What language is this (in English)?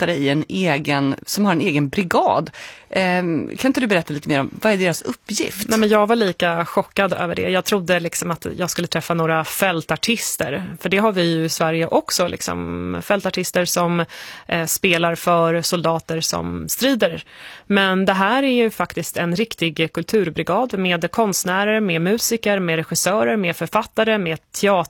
Swedish